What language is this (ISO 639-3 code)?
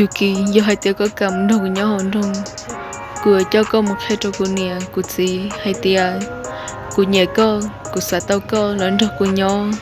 hmn